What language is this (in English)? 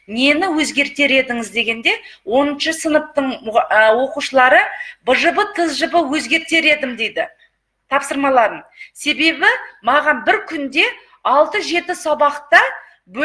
Kazakh